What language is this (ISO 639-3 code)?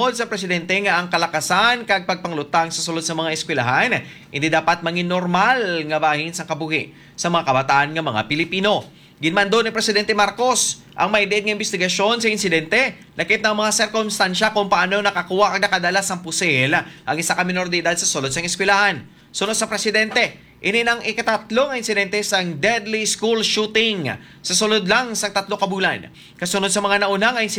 hil